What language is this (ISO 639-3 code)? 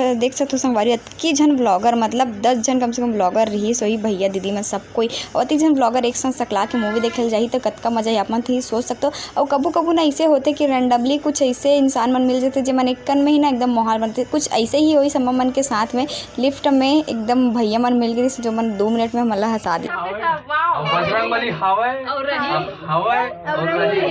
hne